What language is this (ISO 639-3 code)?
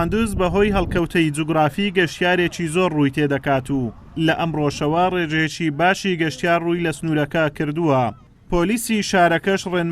ckb